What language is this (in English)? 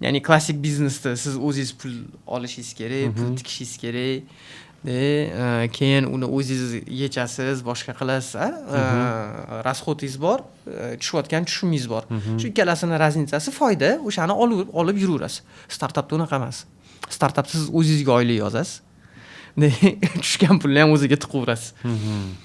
Uzbek